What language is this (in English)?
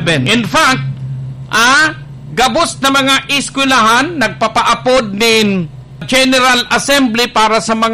Bikol